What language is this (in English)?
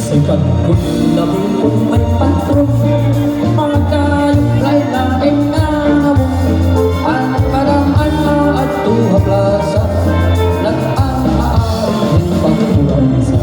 Waray